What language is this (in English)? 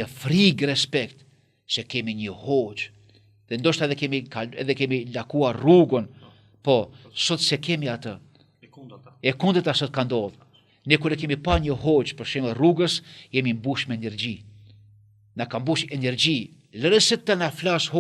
Albanian